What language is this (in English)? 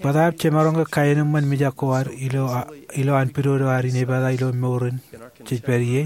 Marshallese